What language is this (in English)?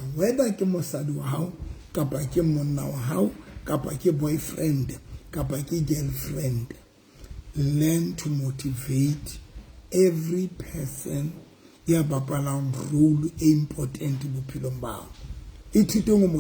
Southern Sotho